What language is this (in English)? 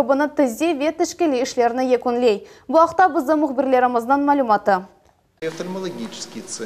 Crimean Tatar